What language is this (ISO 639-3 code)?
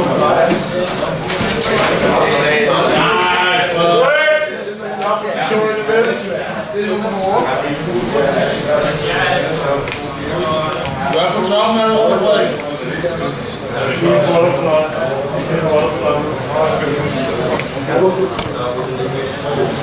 dan